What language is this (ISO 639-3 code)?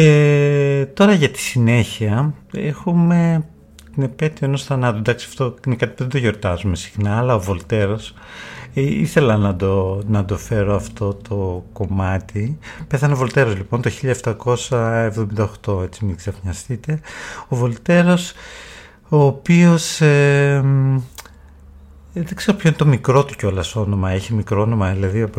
ell